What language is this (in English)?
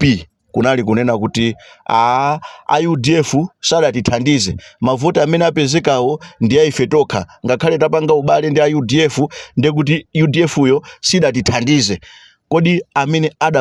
Nyanja